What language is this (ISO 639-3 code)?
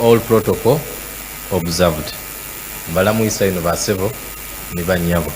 xog